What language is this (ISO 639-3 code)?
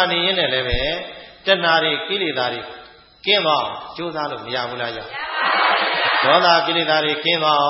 mya